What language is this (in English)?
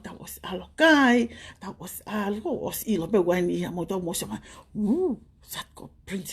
Tongan